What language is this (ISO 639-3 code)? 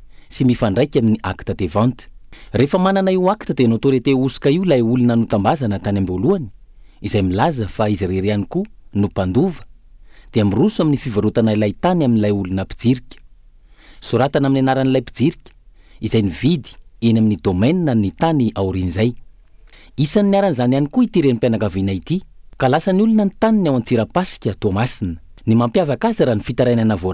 mlg